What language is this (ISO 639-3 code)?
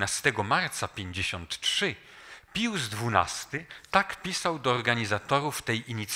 pol